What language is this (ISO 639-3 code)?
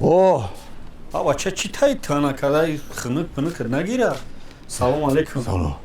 tgk